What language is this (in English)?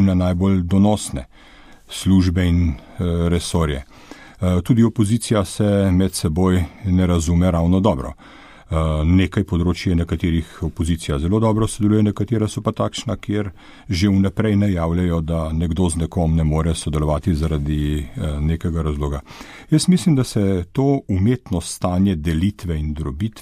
Slovenian